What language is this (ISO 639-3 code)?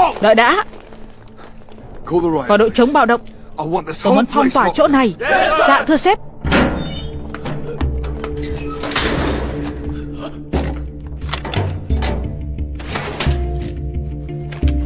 vie